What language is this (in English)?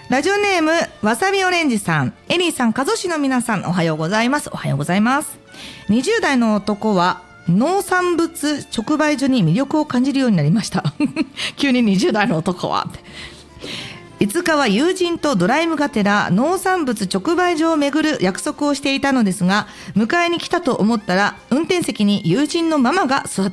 Japanese